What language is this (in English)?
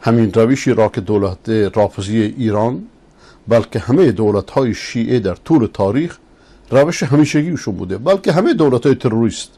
Persian